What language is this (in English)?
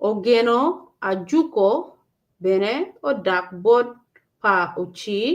Acoli